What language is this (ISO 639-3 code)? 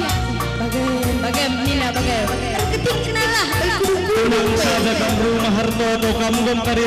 btx